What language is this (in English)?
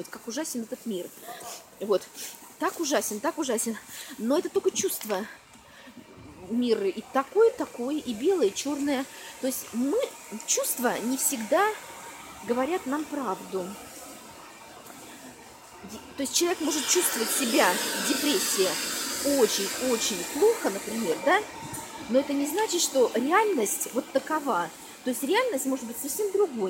Russian